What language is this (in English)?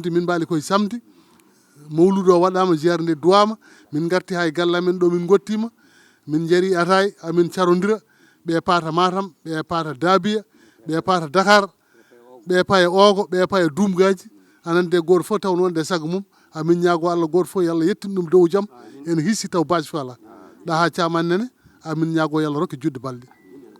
Fula